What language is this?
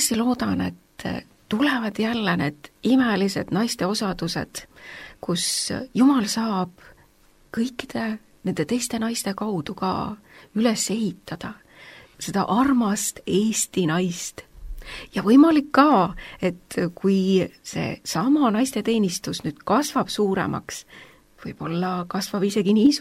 Estonian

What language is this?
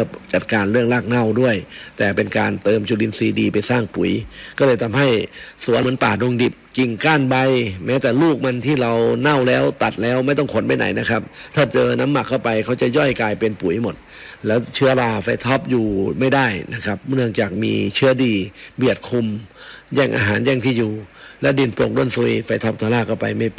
Thai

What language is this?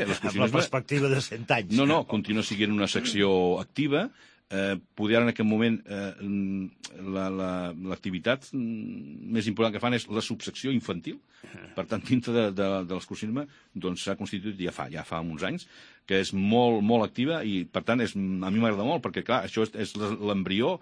Catalan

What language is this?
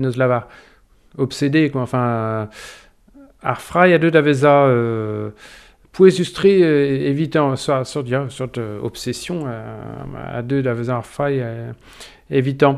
Breton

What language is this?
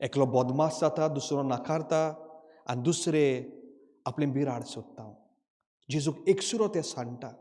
Konkani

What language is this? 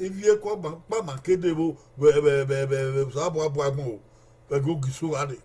Bini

